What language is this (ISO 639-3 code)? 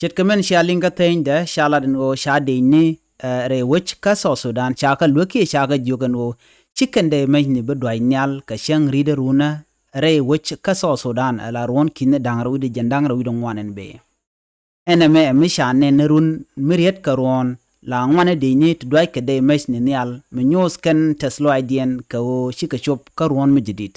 nus